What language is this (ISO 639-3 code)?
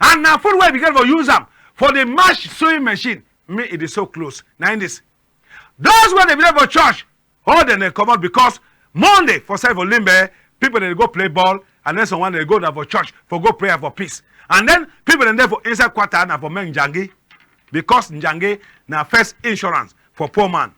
wes